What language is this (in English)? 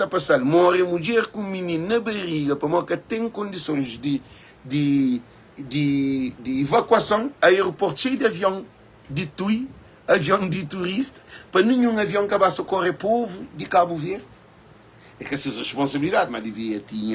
Kabuverdianu